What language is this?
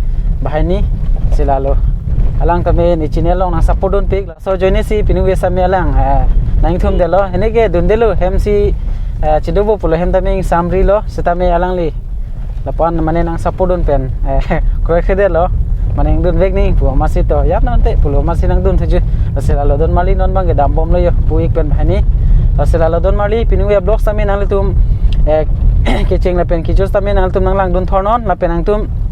Karbi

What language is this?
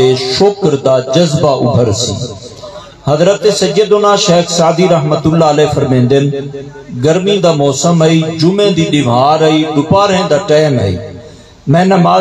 Saraiki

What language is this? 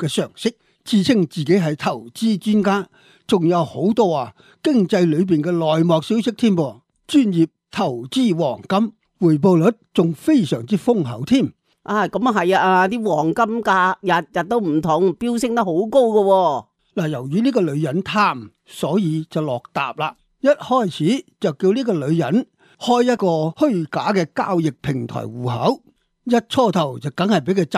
Cantonese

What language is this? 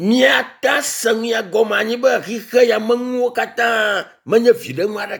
Ewe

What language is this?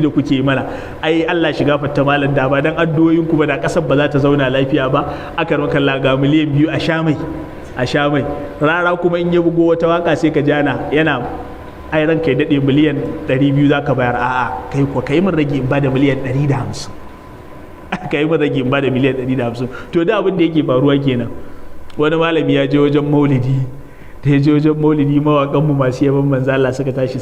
Hausa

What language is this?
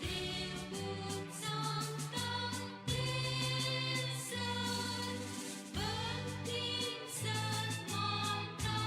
Konkani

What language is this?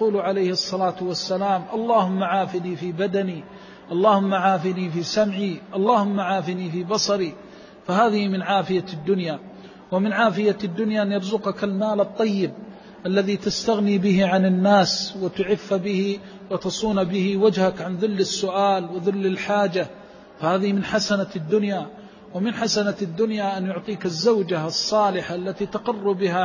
Arabic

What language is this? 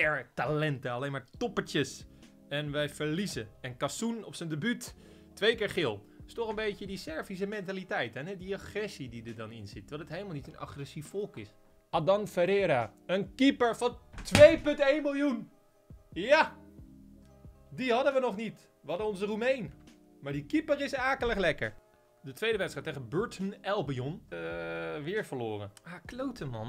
Dutch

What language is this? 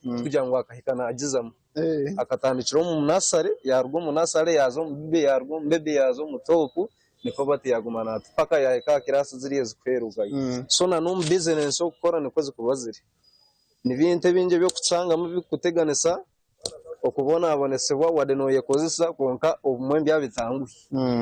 Nyankole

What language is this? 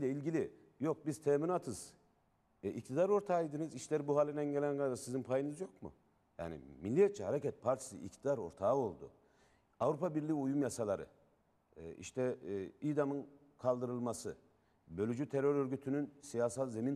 Turkish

